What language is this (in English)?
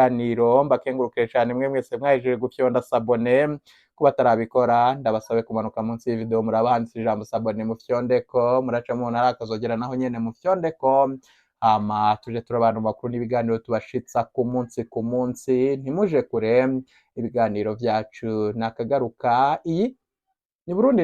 Rundi